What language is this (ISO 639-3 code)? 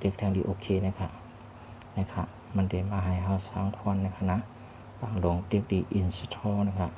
shn